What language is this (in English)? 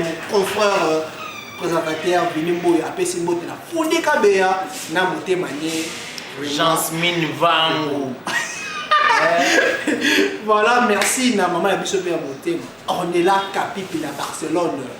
Lingala